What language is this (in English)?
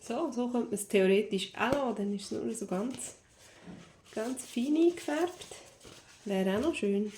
Swiss German